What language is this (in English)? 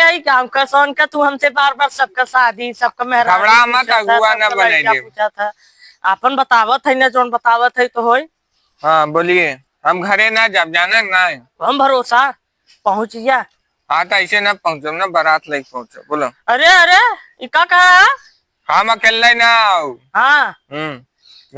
Awadhi